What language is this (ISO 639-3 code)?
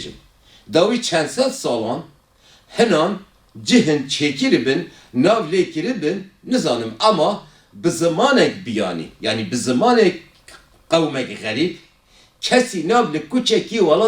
kur